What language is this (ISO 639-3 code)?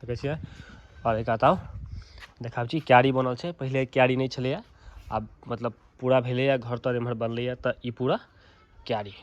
mai